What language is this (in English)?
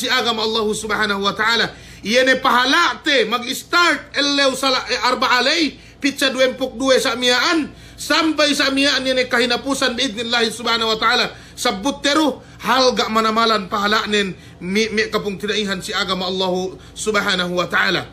Yakan